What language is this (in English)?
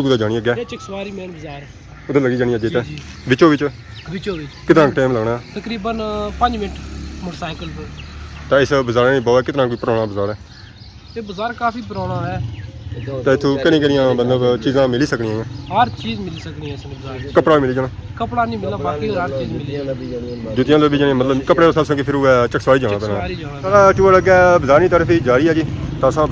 Pahari-Potwari